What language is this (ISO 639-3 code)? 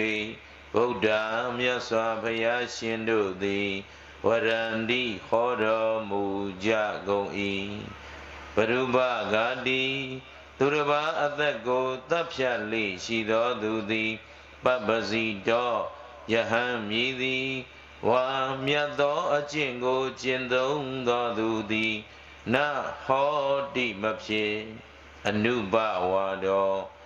mya